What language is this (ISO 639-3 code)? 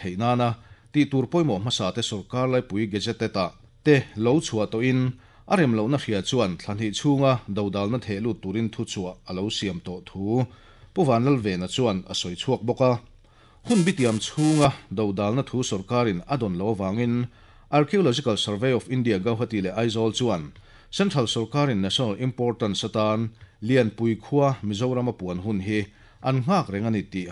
lus